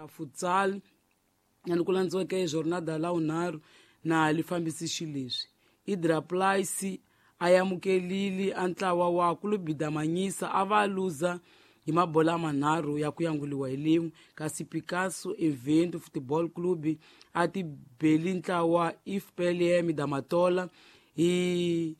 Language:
Tsonga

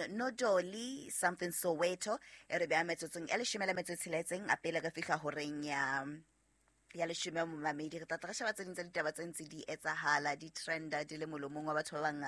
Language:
Southern Sotho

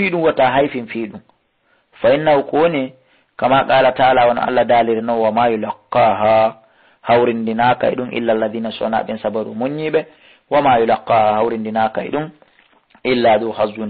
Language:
Fula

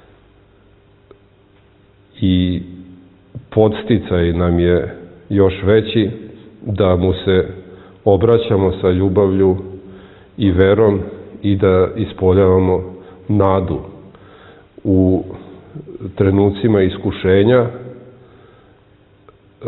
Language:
Serbian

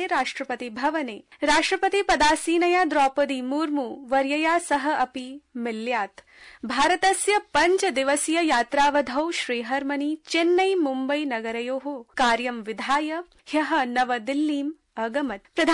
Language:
Sanskrit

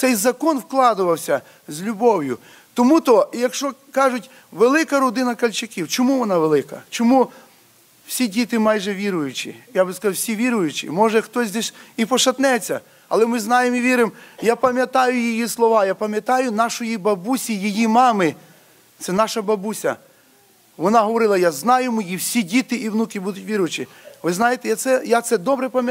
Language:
Ukrainian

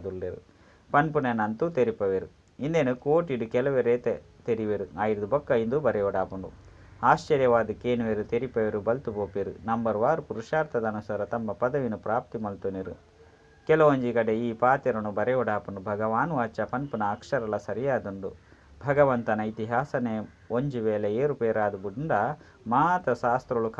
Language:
Tulu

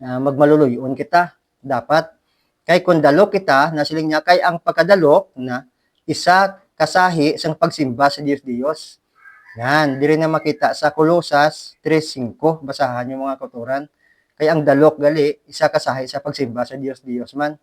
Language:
Hiligaynon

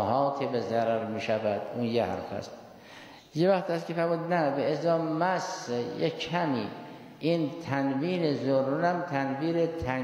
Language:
Persian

